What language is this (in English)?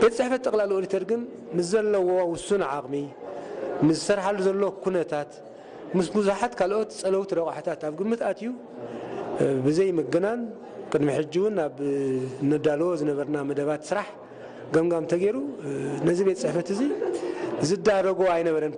Tigrinya